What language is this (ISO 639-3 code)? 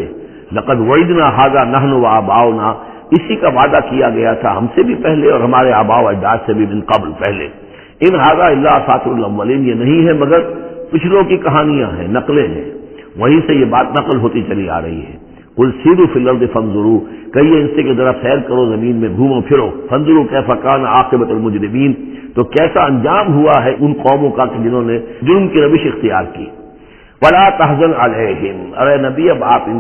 urd